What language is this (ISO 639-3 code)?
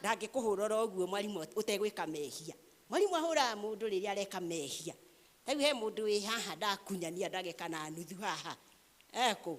kik